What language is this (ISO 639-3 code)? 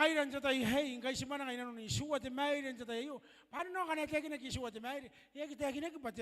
gil